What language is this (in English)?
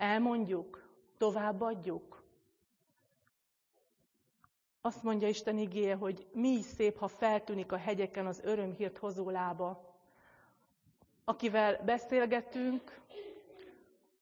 Hungarian